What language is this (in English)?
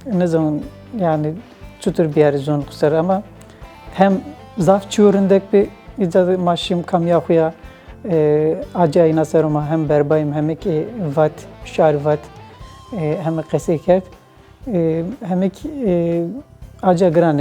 Zaza